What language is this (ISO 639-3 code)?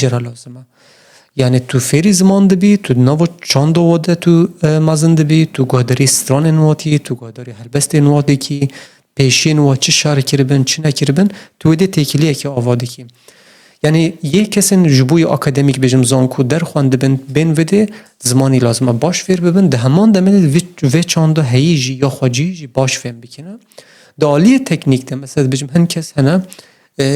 kur